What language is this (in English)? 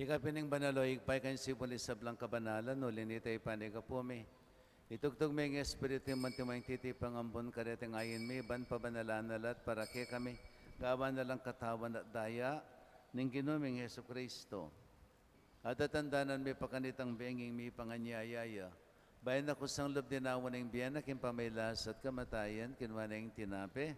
Pampanga